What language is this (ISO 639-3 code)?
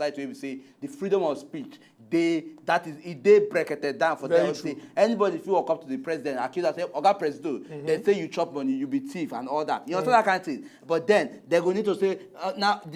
pcm